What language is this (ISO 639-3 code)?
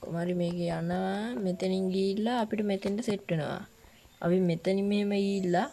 sin